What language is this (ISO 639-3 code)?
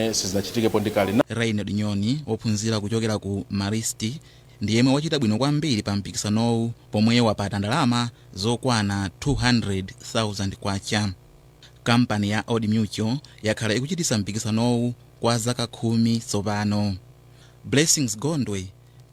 nya